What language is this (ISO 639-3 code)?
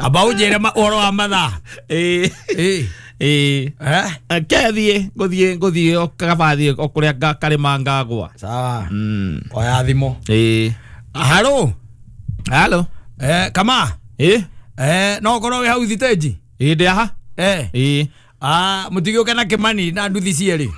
kik